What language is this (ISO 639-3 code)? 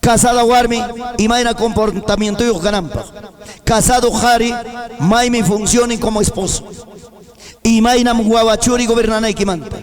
quy